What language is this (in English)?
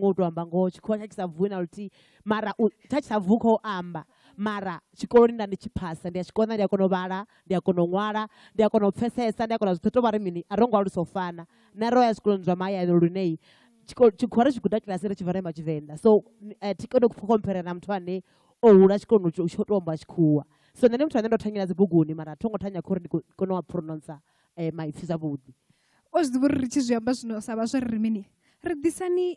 Venda